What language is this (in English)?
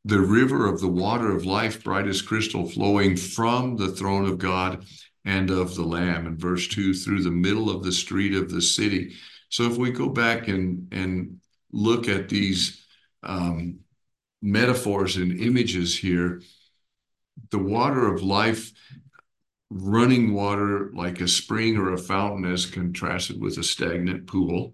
English